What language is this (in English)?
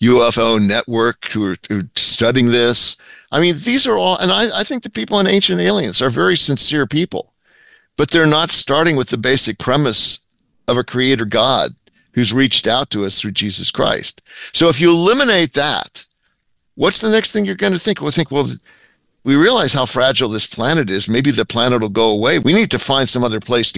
English